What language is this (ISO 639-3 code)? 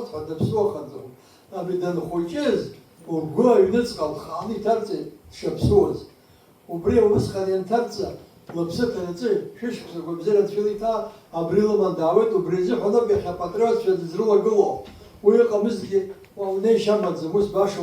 abk